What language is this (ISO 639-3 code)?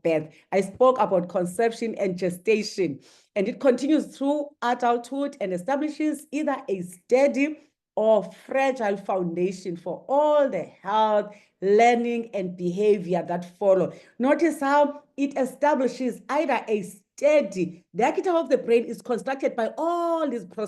eng